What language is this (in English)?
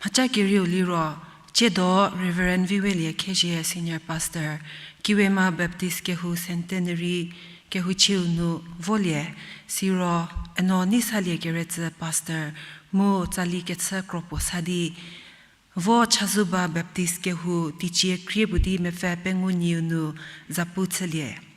Angami Naga